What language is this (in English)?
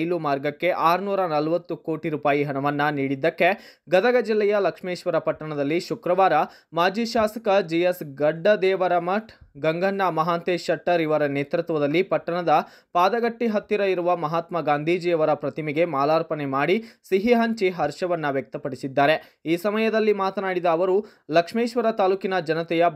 Kannada